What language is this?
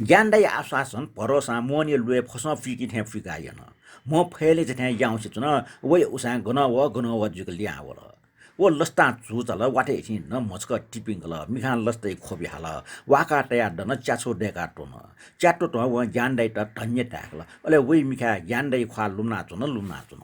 Newari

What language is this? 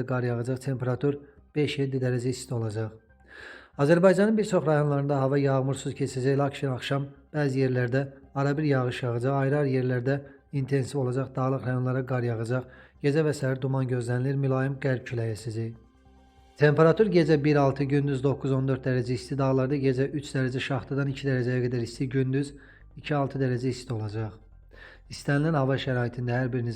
Azerbaijani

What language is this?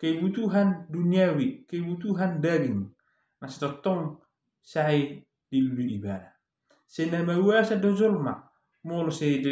Batak Toba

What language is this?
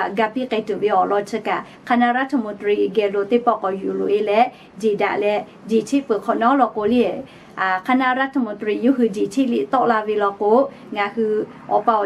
Lahu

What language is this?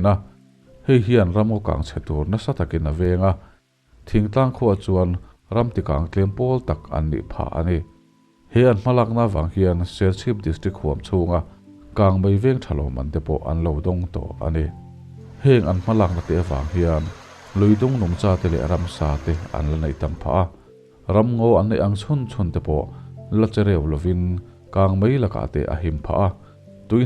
Mizo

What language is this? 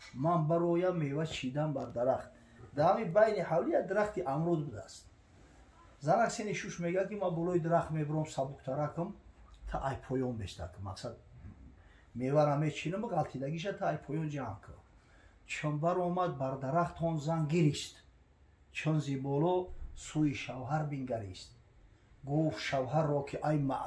Tajik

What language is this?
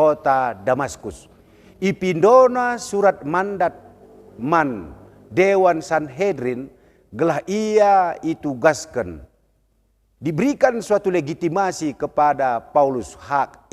Batak Karo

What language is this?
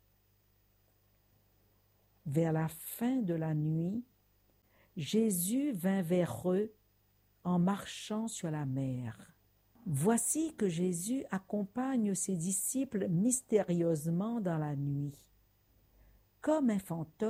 French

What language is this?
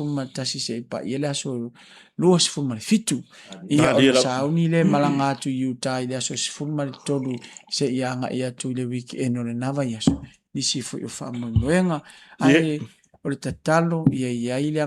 Samoan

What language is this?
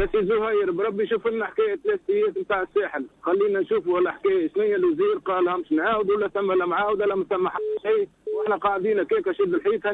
Tunisian Arabic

